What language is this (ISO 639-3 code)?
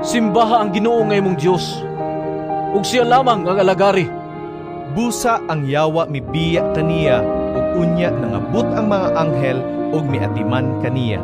ceb